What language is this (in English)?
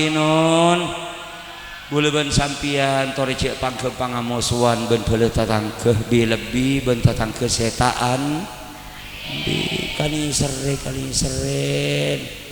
Madurese